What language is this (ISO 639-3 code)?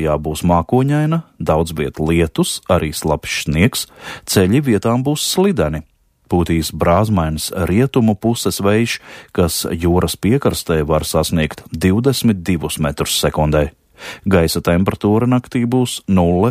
lav